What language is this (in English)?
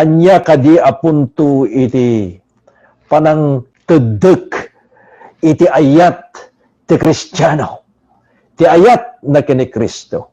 Iloko